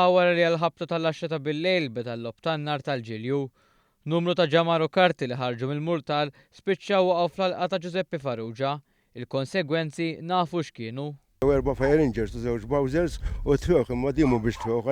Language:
Maltese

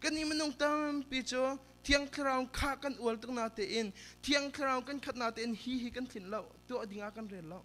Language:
Hakha Chin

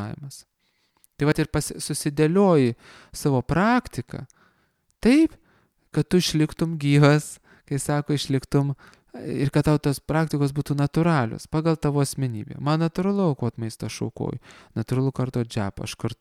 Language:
Lithuanian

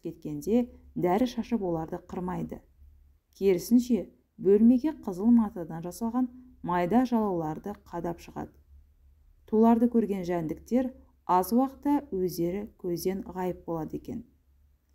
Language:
Kazakh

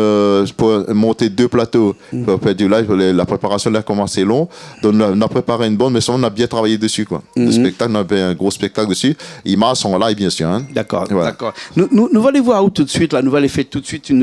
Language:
Réunion Creole French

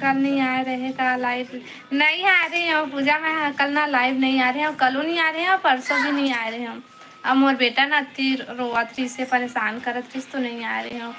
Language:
Chhattisgarhi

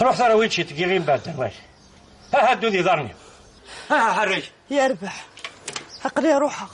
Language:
Kabyle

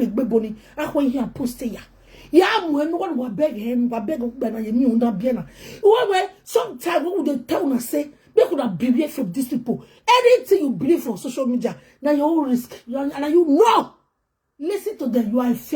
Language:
Nigerian Pidgin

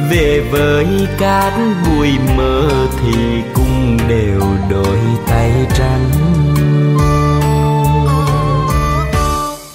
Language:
Vietnamese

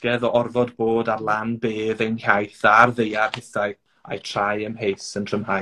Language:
Welsh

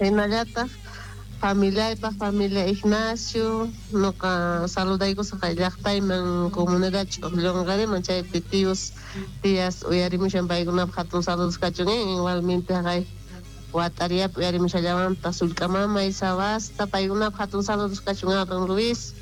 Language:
South Bolivian Quechua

